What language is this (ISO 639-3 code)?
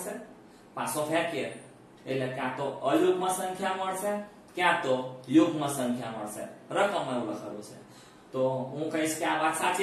guj